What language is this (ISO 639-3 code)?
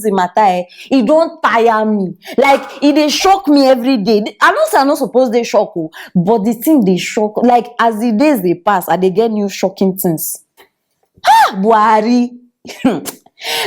pcm